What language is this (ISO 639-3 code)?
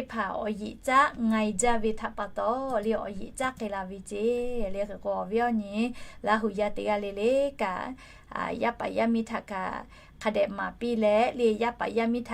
lhu